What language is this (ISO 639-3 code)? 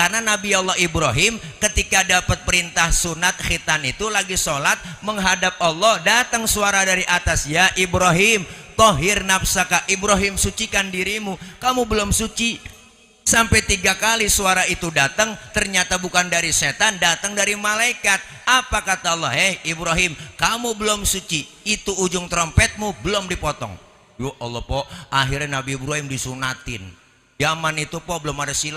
bew